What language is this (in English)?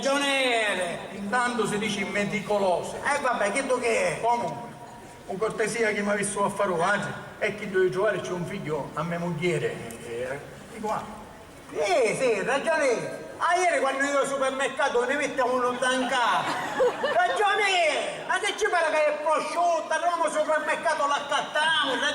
Sicilian